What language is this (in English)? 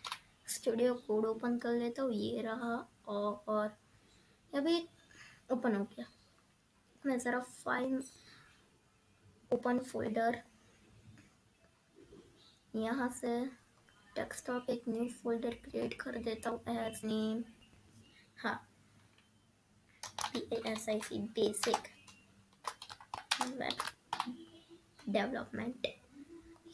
Hindi